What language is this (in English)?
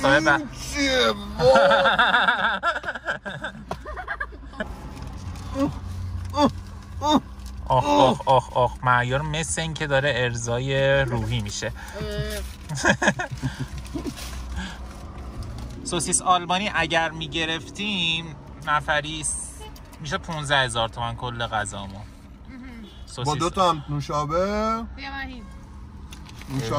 Persian